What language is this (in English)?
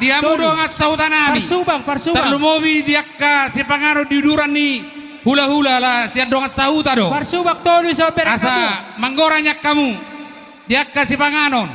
Batak Toba